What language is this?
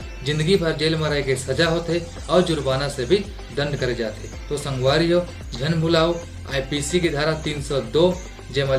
Chhattisgarhi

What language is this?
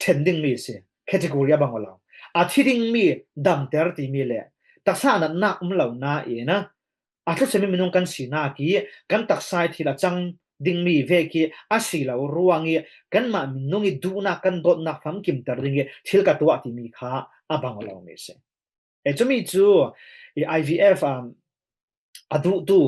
Falam Chin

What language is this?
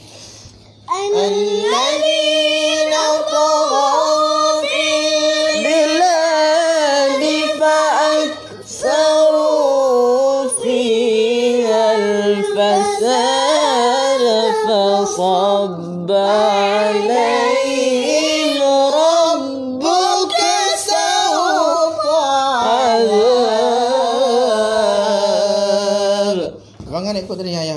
Malay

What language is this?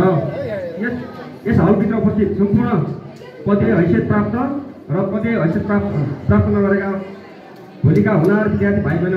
Nepali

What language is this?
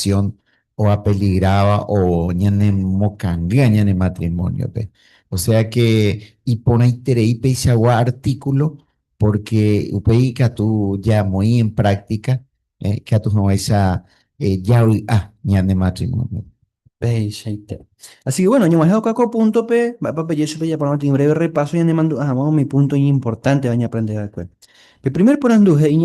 Guarani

